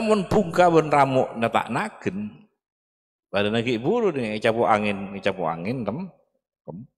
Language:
Madurese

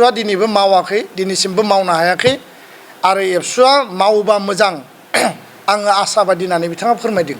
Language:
Bodo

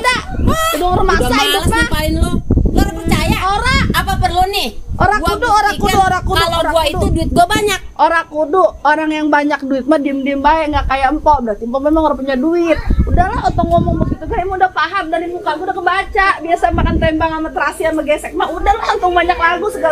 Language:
Betawi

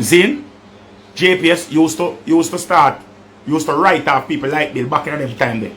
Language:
Jamaican Creole English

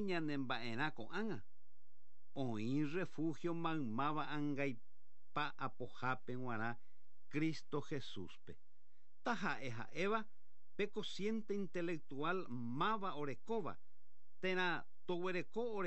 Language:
Guarani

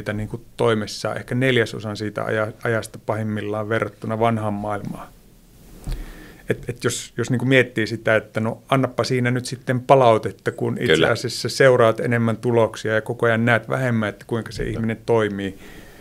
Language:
Finnish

